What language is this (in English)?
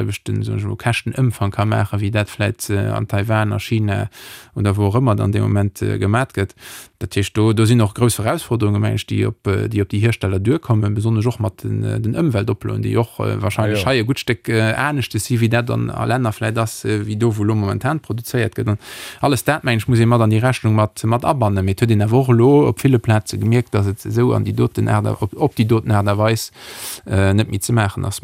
Luxembourgish